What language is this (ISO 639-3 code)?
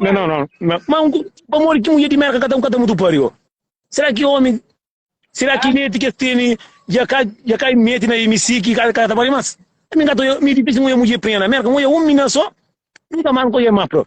kea